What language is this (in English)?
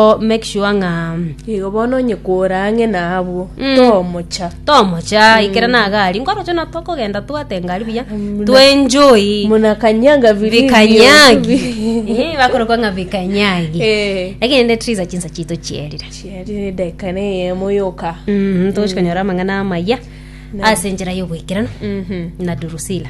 Gusii